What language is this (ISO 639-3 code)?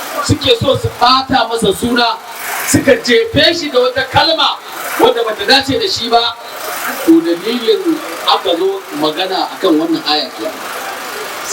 hau